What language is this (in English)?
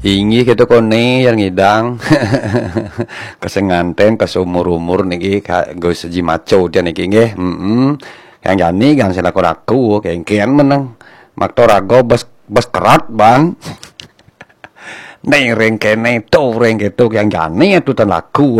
Balinese